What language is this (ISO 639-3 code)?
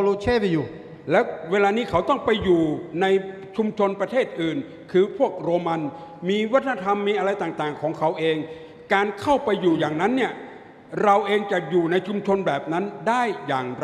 lhu